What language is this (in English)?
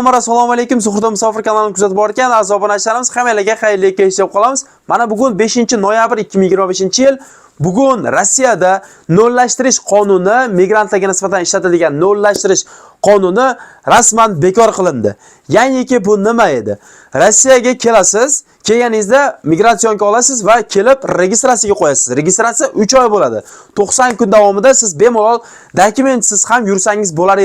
Uzbek